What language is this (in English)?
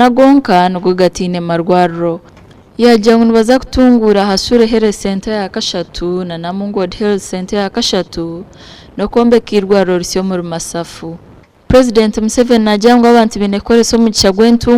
Nyankole